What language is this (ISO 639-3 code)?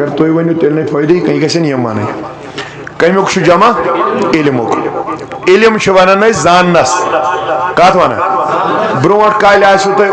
kas